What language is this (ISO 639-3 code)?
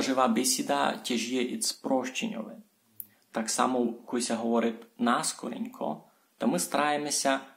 rue